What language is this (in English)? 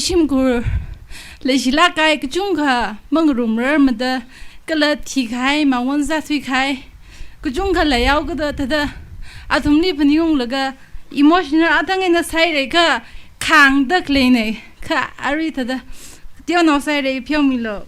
Tangkhul Naga (India)